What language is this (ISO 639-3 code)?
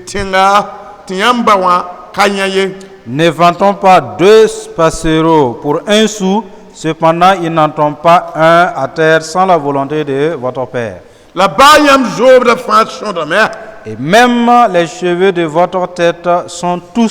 mos